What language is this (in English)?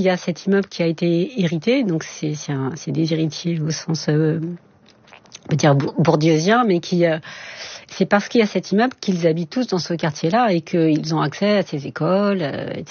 French